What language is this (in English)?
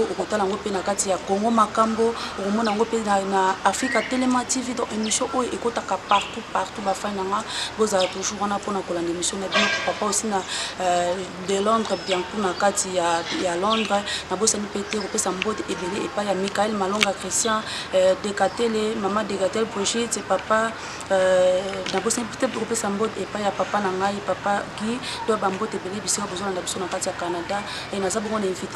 Lingala